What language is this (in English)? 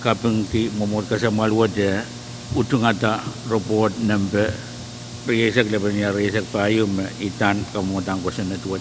Pohnpeian